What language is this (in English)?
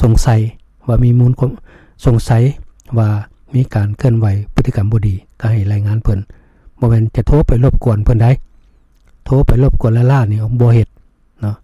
Lao